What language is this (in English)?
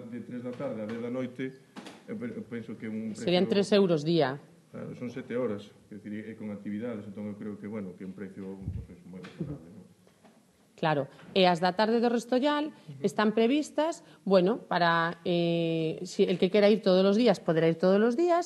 Galician